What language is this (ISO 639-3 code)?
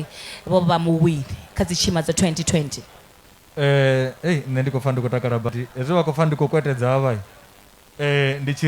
ven